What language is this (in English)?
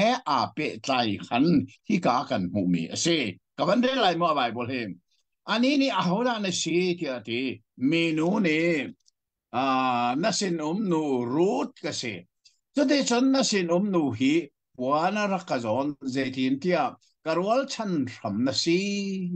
Hakha Chin